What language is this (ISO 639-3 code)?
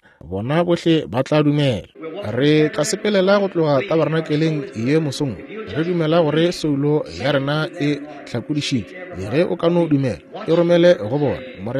nso